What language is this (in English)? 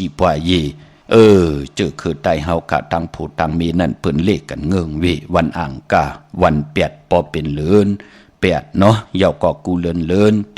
Shan